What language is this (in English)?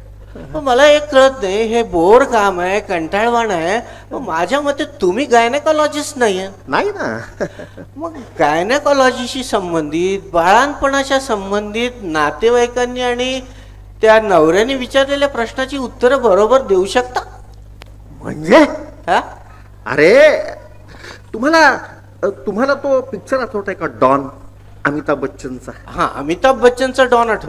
Marathi